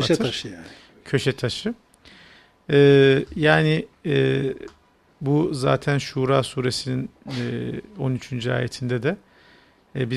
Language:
Turkish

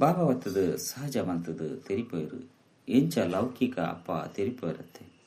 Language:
Tulu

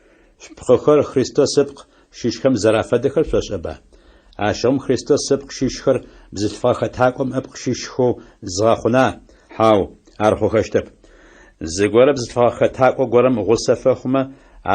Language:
Adyghe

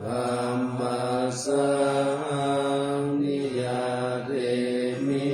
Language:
Pali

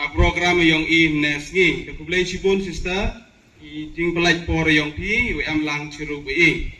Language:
Khasi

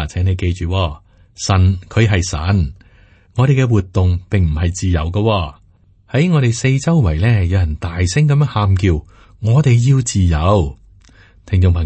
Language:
Cantonese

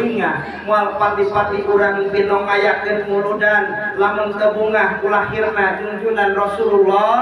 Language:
Sundanese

